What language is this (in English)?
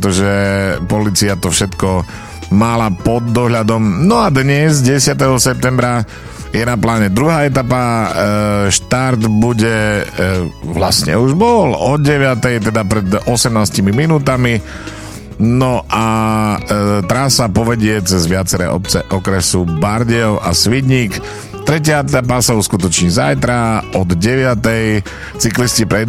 Slovak